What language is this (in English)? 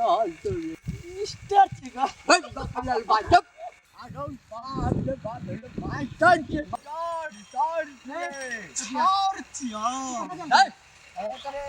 Maithili